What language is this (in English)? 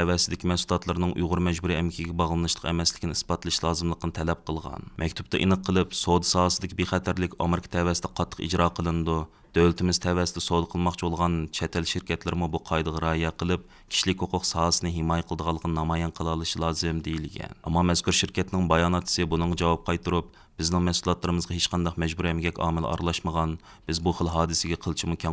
Uyghur